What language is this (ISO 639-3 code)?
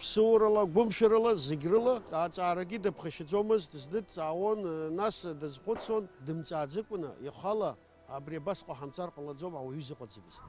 abk